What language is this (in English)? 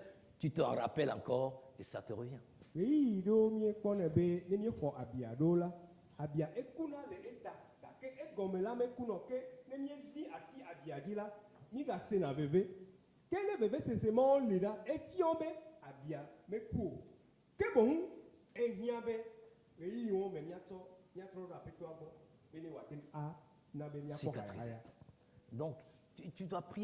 Ewe